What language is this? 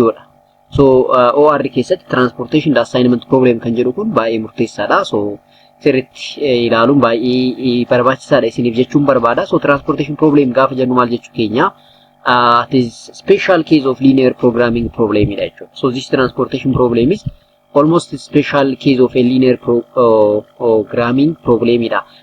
Oromo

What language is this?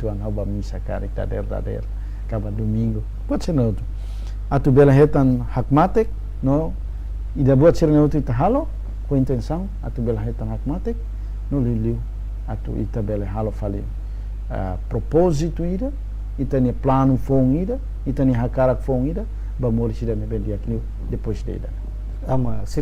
Tetum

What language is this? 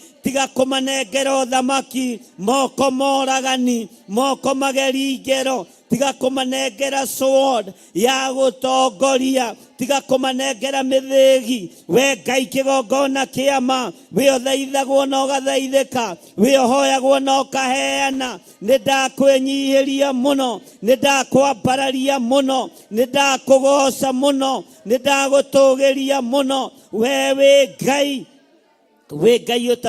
Kikuyu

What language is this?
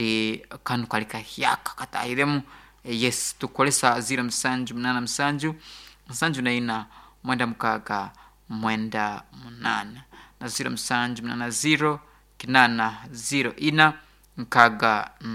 Nyankole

